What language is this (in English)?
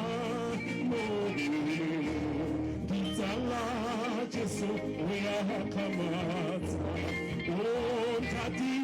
Tswana